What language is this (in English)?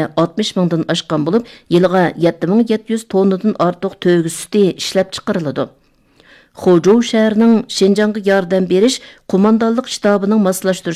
Uyghur